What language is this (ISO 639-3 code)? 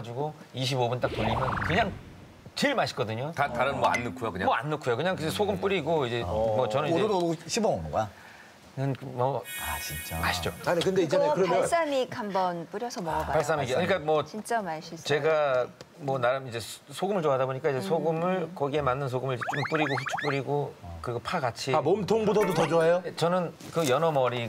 kor